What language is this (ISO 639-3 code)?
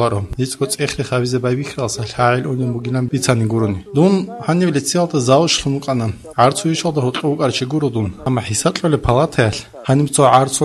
ava